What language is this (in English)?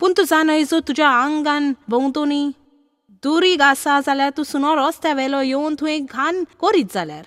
Konkani